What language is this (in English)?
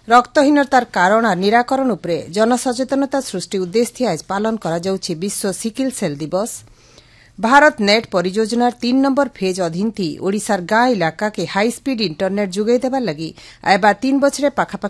Odia